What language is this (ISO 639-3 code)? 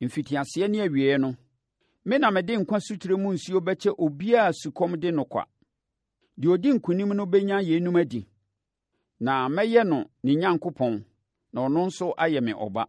aka